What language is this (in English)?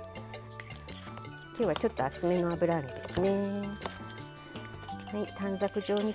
Japanese